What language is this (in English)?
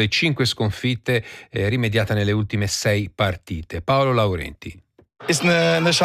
Italian